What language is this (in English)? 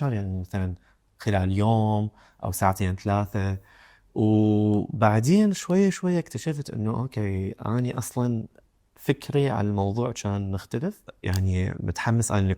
Mesopotamian Arabic